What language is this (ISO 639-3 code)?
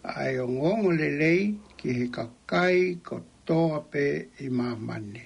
ton